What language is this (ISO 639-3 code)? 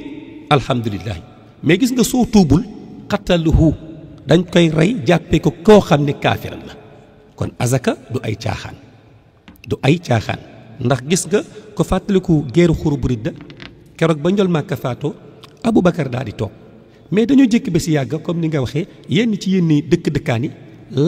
wol